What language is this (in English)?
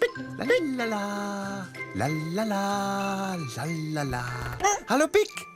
Romansh